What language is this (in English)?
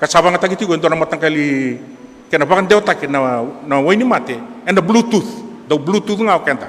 Fijian